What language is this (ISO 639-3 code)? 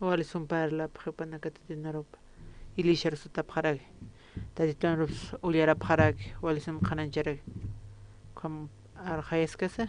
aym